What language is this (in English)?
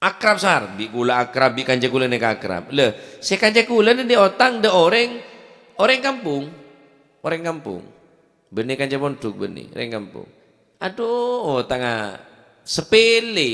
Madurese